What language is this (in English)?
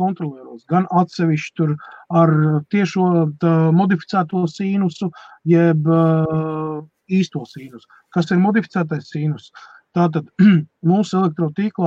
Latvian